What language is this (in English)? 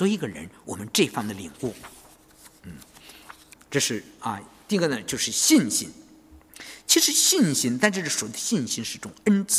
Chinese